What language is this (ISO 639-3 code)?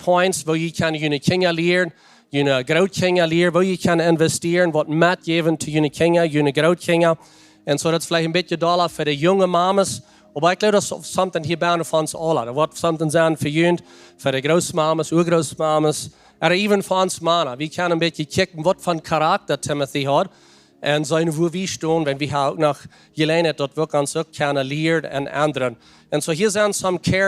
pdt